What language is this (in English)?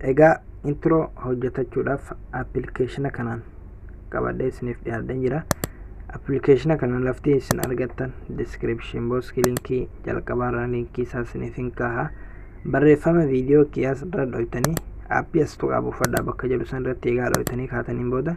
Oromo